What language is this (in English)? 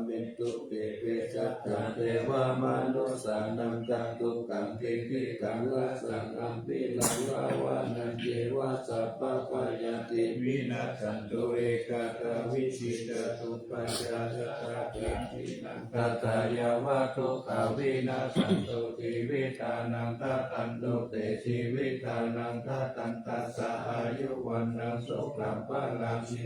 Pali